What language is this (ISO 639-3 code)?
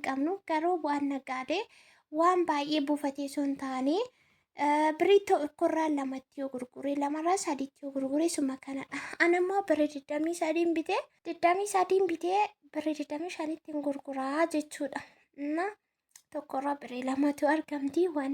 orm